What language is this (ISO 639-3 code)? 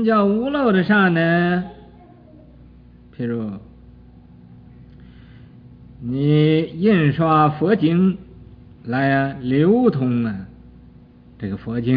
zho